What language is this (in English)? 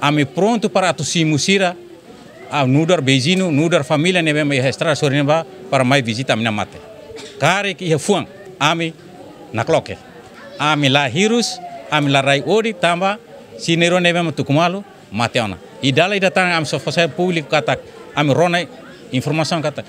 Tetum